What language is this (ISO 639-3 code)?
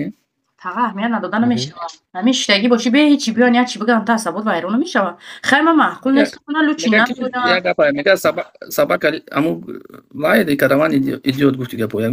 tgk